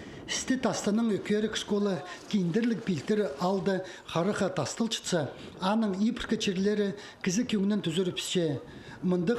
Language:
Khakas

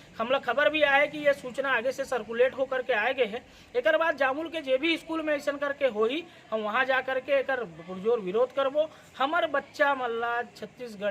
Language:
Chhattisgarhi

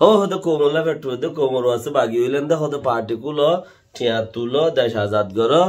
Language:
Rohingya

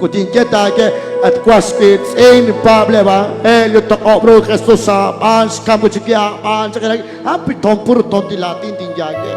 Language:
Kekchí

